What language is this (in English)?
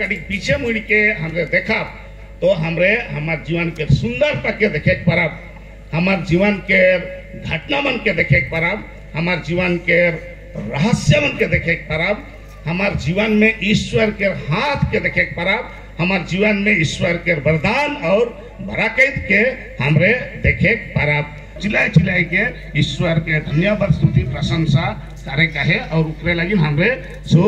Sadri